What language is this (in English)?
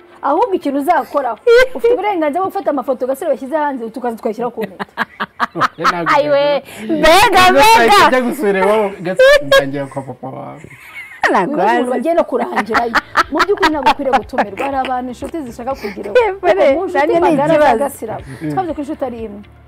Kinyarwanda